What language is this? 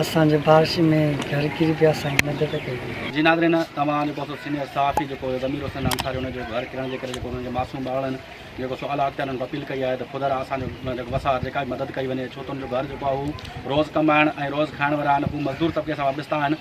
Sindhi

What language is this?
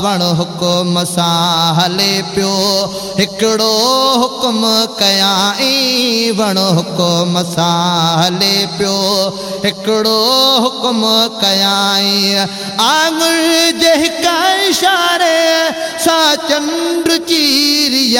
Sindhi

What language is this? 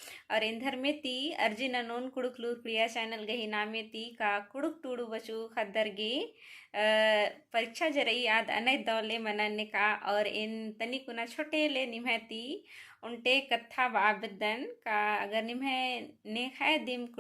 Kurukh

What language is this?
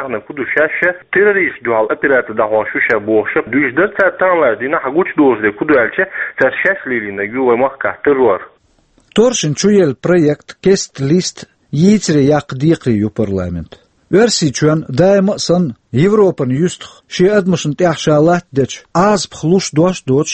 Chechen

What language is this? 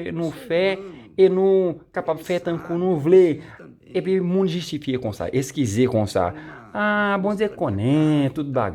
Haitian Creole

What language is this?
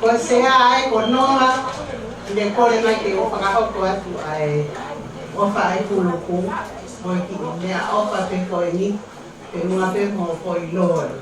Tongan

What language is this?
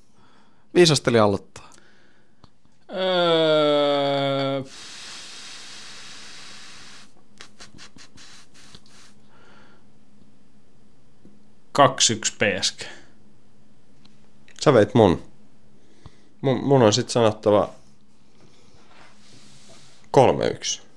Finnish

